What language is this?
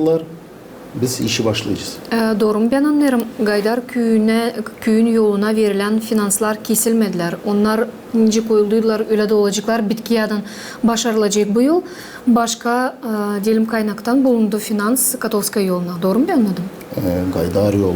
Gagauz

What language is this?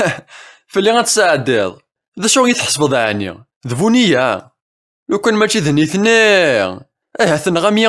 Kabyle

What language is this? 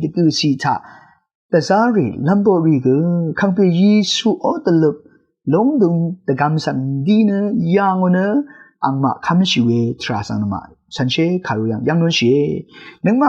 Rawang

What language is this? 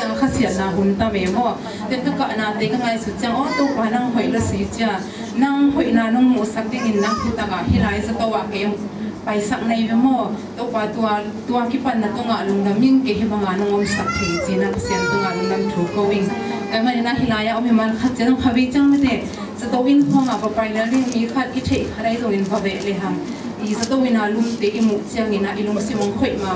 Tedim Chin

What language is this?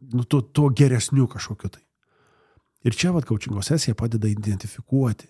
Lithuanian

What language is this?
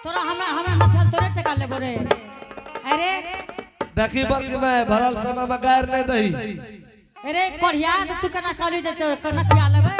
Angika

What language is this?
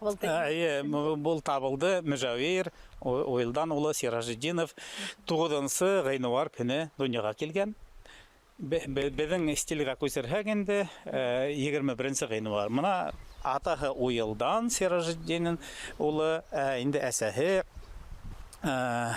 Bashkir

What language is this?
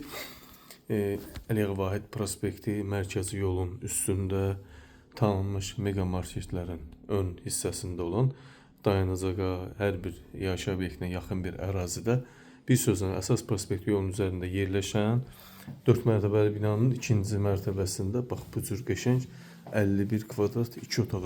Azerbaijani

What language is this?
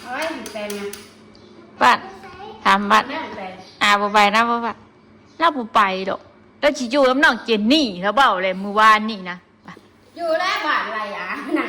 Northeastern Thai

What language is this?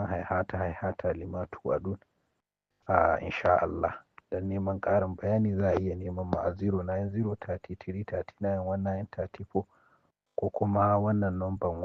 Hausa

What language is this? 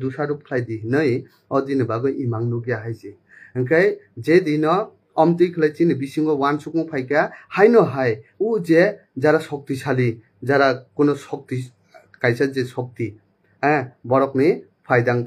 Kok Borok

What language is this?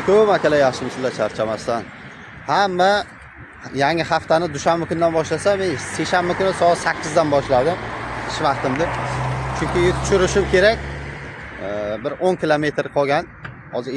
Uzbek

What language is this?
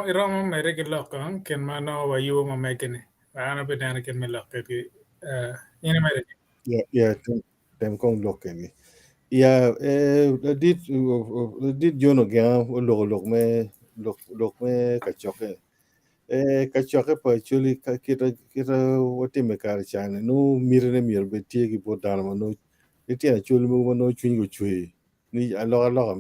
Acoli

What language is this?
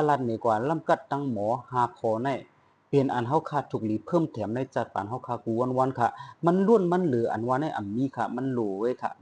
Shan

